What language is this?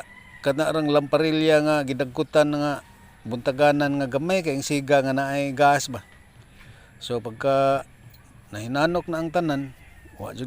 Cebuano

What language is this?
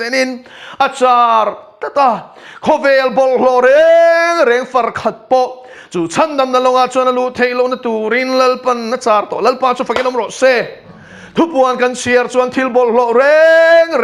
Mizo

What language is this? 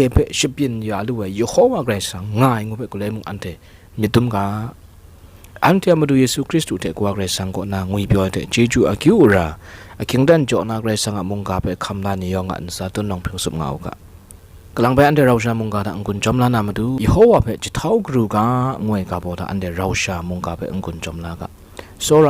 Kachin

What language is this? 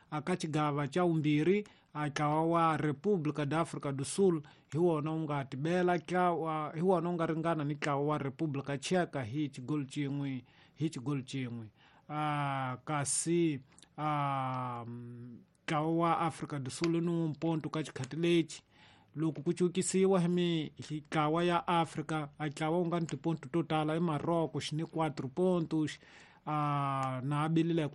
Tsonga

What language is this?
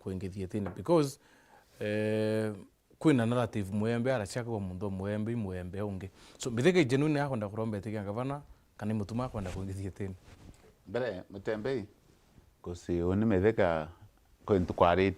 Meru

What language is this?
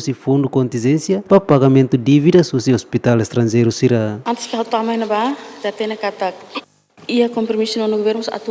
Tetum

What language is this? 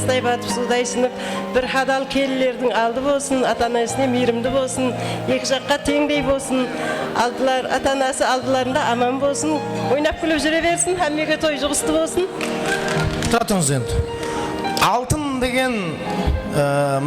Kara-Kalpak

